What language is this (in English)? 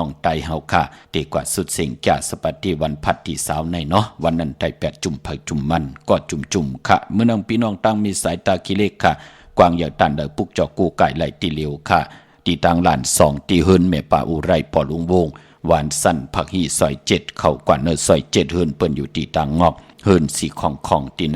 Shan